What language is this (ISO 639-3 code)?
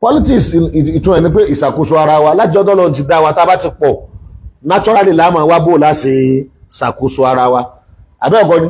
yor